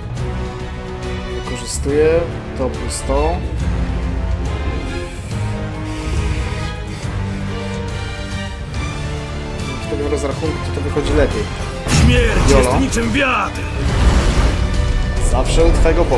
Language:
Polish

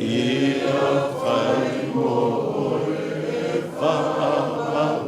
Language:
Samoan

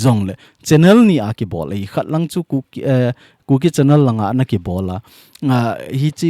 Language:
Thado Chin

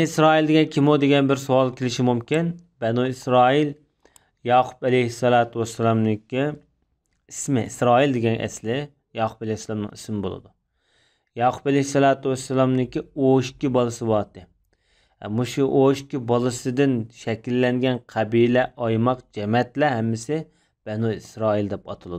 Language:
Uyghur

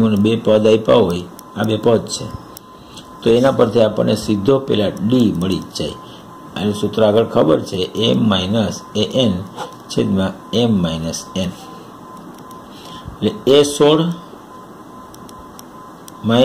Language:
Gujarati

